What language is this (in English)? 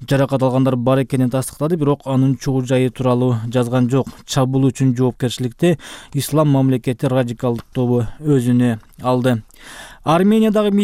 Kyrgyz